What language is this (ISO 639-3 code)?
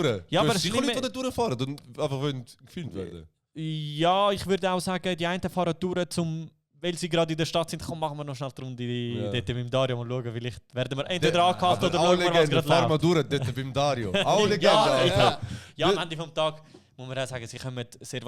gsw